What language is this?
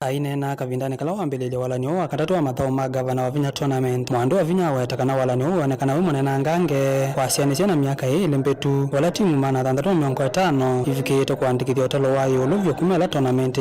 Kamba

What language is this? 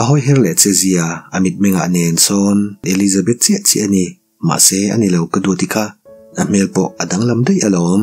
Mizo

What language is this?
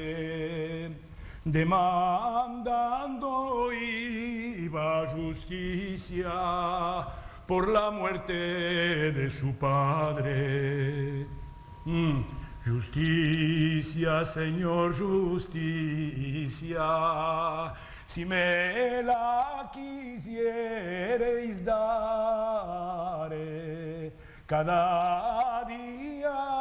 Ladino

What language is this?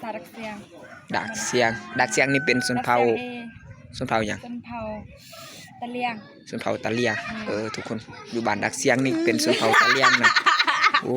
Lao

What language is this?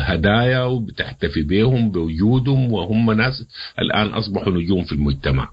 Sudanese Arabic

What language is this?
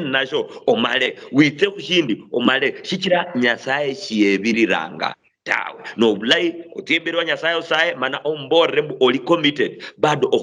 Luyia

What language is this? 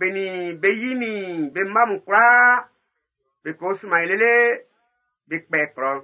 Baoulé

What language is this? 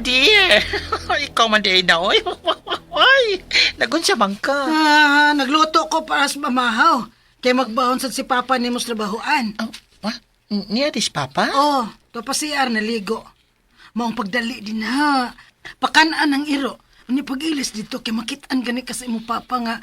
Cebuano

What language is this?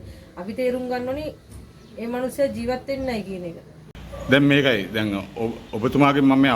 Sinhala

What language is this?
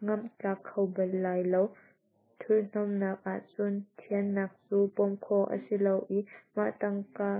Hakha Chin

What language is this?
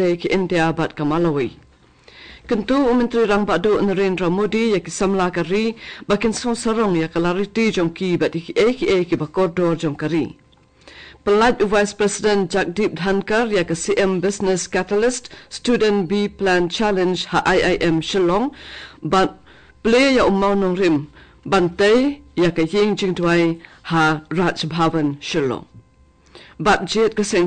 Khasi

